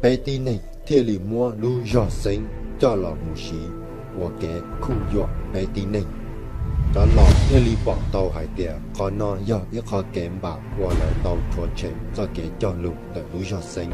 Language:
Hmong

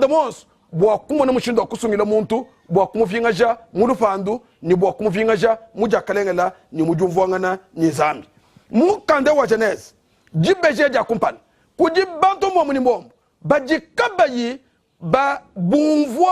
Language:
Luba-Lulua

